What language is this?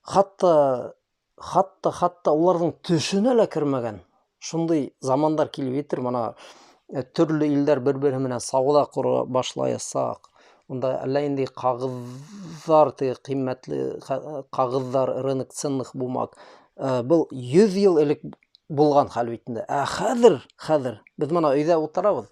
Bashkir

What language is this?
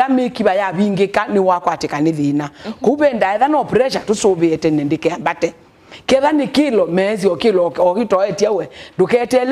Kamba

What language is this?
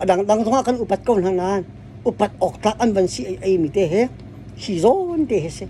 Hakha Chin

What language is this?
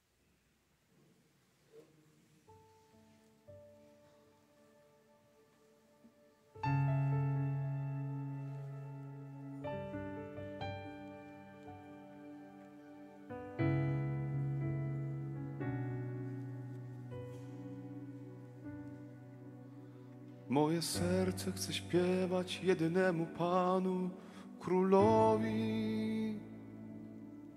Polish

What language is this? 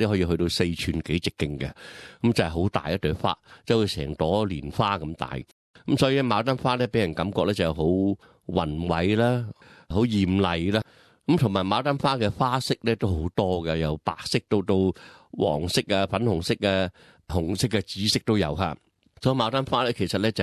Cantonese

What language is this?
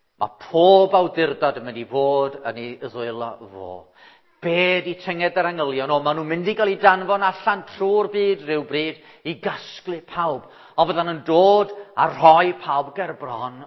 Welsh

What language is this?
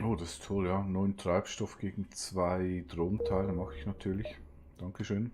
Swiss German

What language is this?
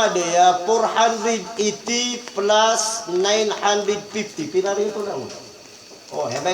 Maranao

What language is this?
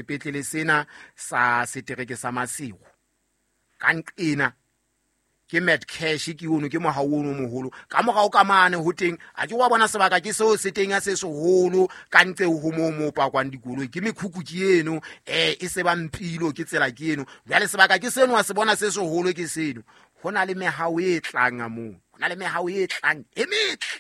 Southern Sotho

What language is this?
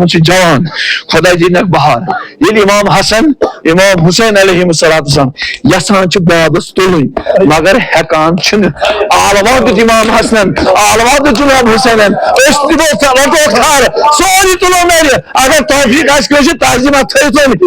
Kashmiri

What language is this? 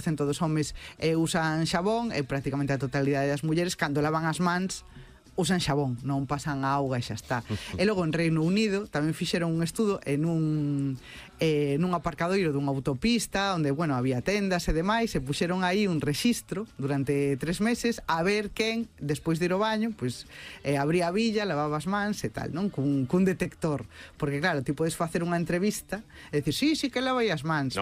Galician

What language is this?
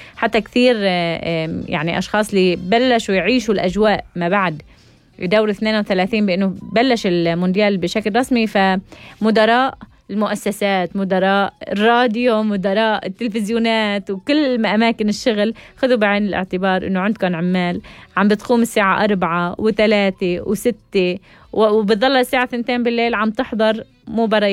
North Levantine Arabic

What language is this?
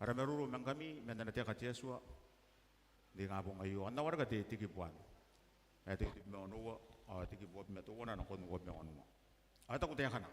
Gilbertese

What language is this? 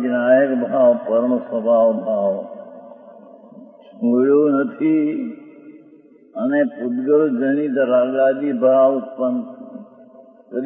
Gujarati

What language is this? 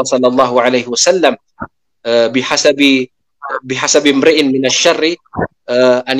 Maranao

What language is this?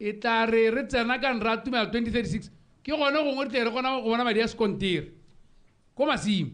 Tswana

